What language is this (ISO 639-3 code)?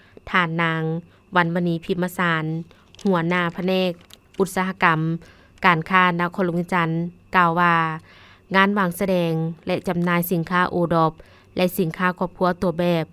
lao